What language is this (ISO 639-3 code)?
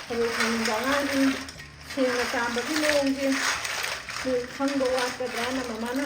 mni